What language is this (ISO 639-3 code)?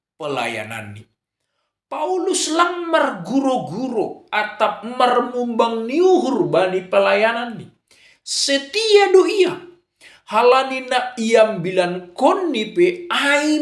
bts